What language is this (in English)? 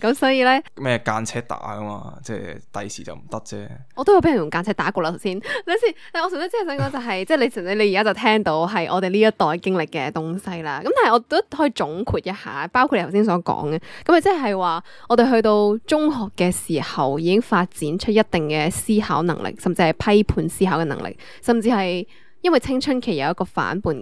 Cantonese